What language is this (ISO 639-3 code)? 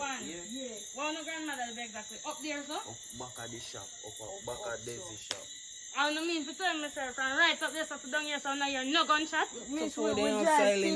jam